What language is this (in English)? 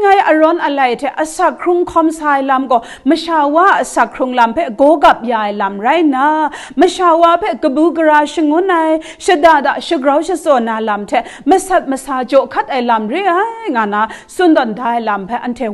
Kachin